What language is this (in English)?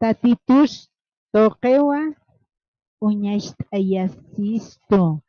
Aymara